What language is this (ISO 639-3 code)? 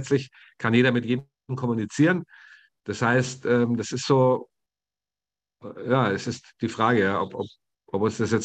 deu